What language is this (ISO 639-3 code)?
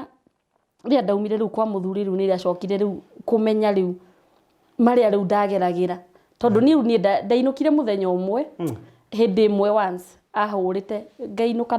kik